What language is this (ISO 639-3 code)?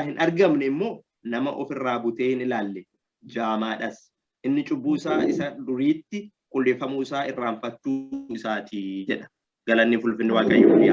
orm